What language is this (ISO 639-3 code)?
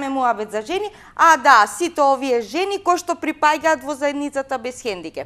mkd